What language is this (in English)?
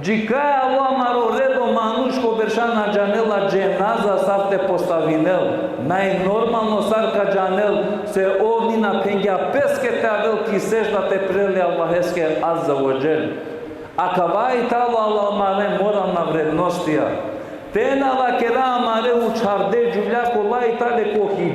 Balkan Romani